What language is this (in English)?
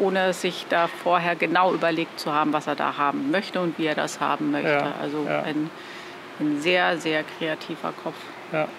German